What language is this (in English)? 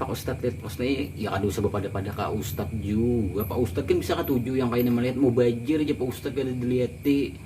Banjar